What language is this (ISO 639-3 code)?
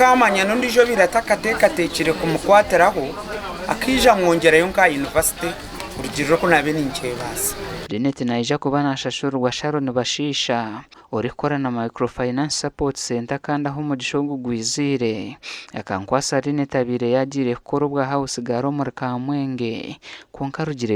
nyn